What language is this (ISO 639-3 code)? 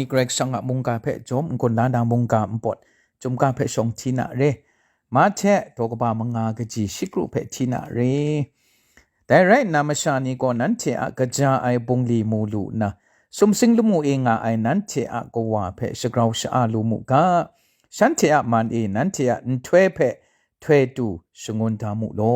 kac